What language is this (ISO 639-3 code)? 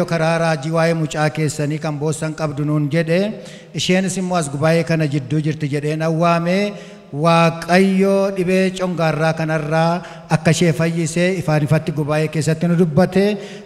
orm